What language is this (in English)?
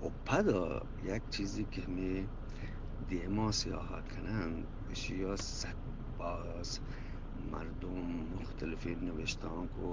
Eastern Balochi